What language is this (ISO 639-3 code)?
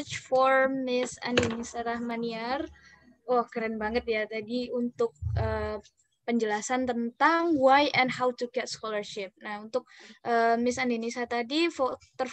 ind